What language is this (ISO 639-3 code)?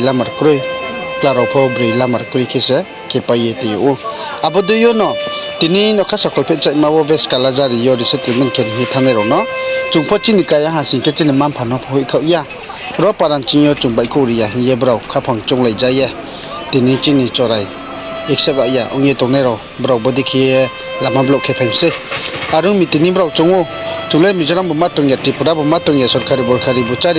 ria